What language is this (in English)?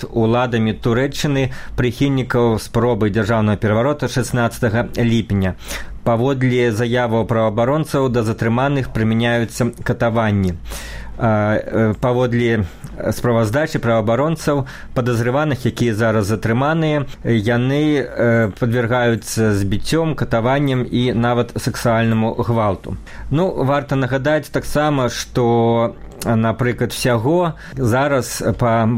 Belarusian